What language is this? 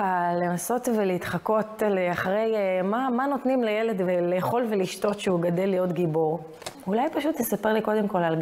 Hebrew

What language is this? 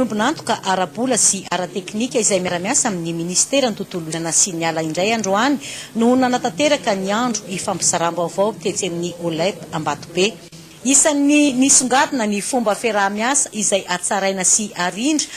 Malagasy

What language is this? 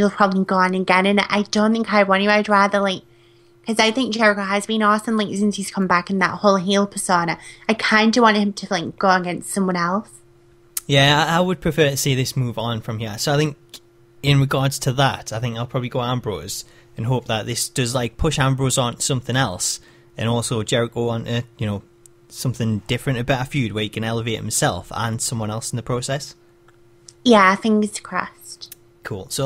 English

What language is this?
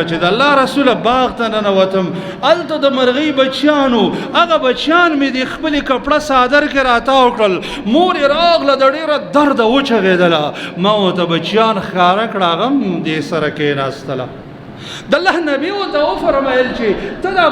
Pashto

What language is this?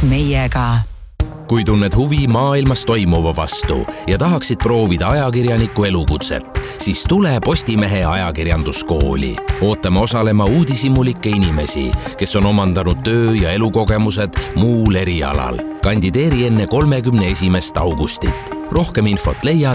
Estonian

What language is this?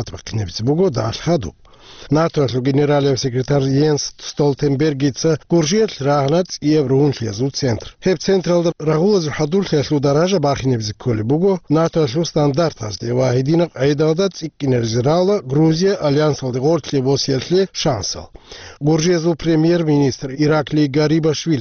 Avaric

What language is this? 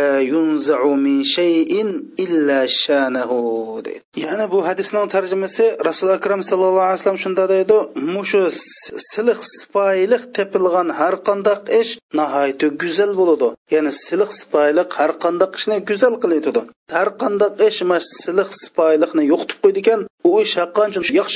Uyghur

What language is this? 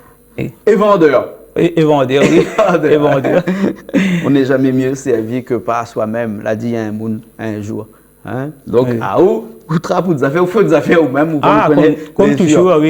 Réunion Creole French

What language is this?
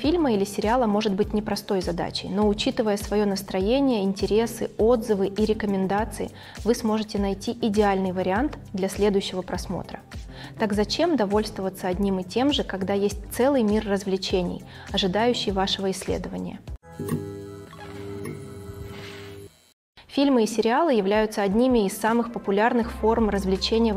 Russian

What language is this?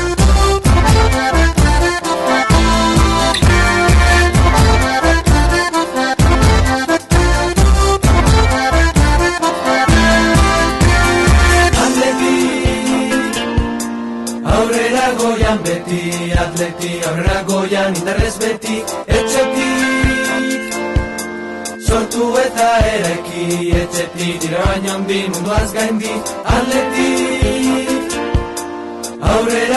Basque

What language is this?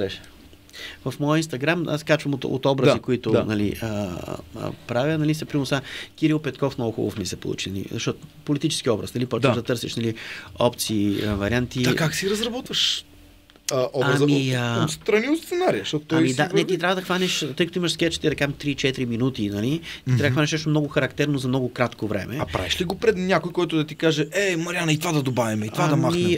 Bulgarian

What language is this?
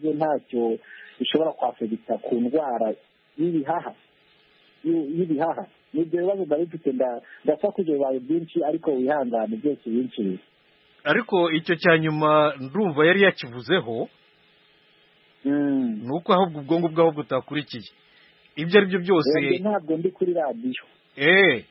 Kinyarwanda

